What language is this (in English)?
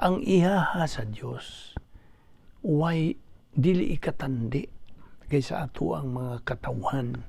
Cebuano